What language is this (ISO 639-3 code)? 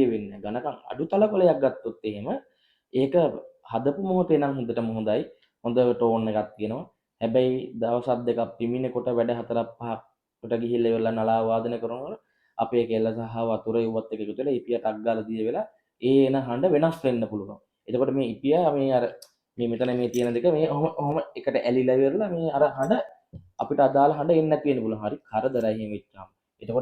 sin